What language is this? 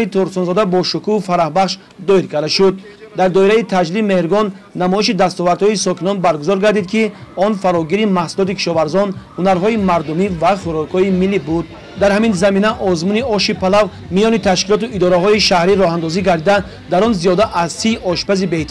Tajik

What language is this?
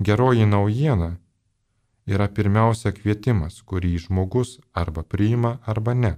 Lithuanian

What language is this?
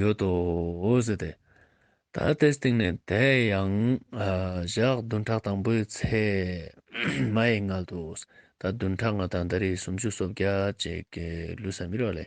Ladakhi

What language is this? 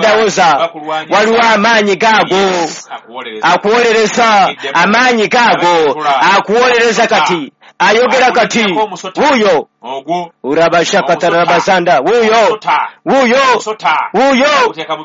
Ganda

